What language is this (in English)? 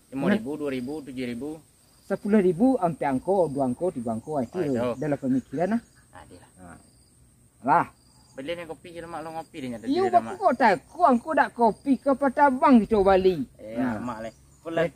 Minangkabau